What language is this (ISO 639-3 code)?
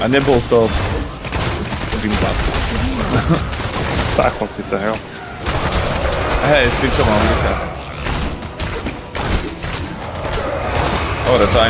slk